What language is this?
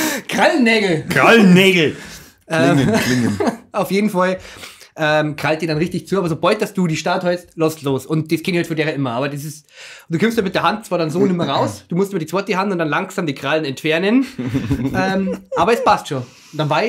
Bavarian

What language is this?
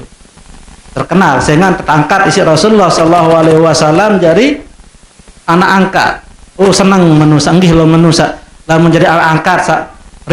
Sasak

